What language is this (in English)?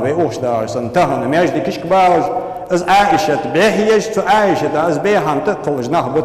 Ingush